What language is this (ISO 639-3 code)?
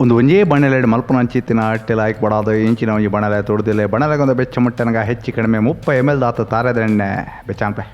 tcy